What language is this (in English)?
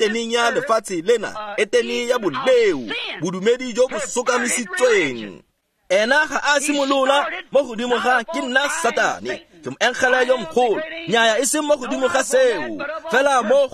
Tswana